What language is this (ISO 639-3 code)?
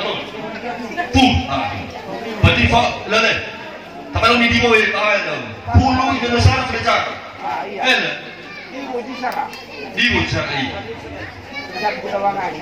nia